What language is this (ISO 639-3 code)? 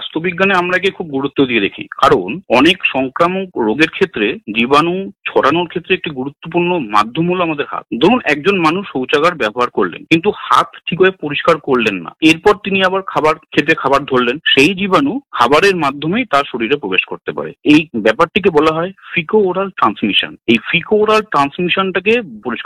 ben